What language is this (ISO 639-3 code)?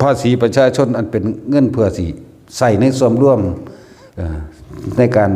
tts